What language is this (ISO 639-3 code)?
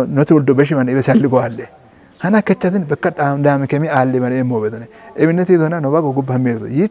kbr